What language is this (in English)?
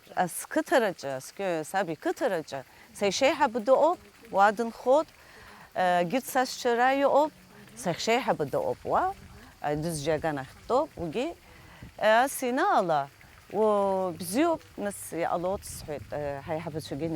Abkhazian